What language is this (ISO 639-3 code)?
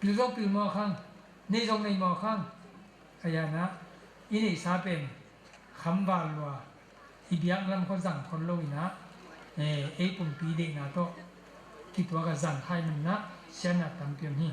ctd